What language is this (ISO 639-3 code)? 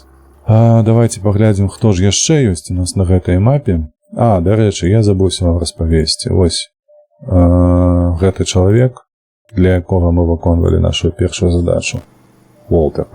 bel